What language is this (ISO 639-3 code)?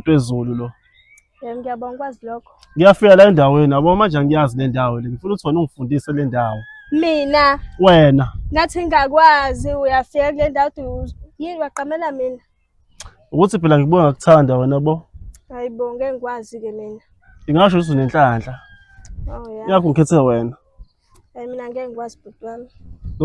zul